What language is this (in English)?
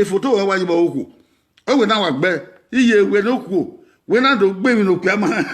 Bini